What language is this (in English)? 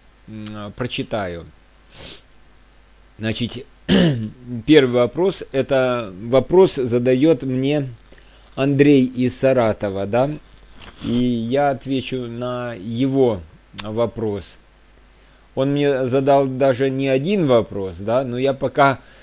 Russian